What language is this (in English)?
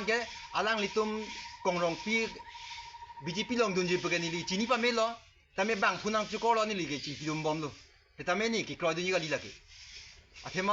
Karbi